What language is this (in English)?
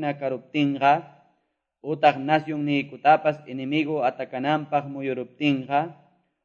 Quechua